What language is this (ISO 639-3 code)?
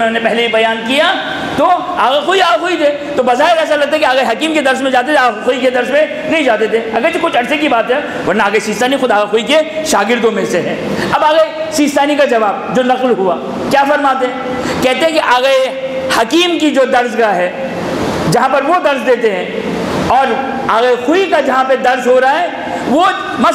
urd